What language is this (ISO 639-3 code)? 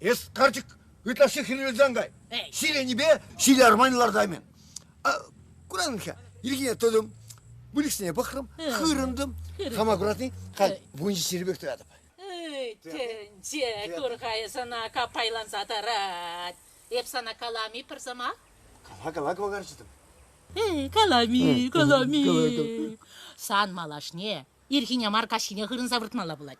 chv